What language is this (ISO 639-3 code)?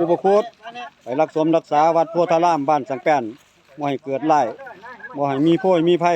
tts